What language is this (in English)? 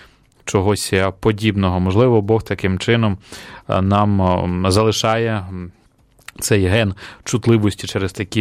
Ukrainian